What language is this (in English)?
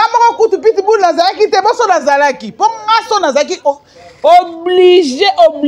Lingala